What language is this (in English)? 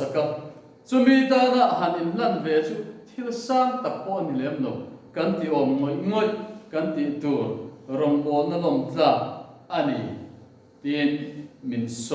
Mizo